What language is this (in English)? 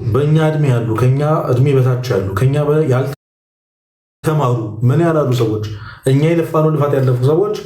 Amharic